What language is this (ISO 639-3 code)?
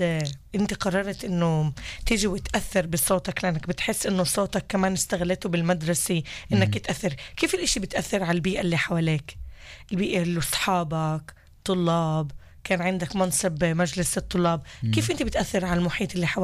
apc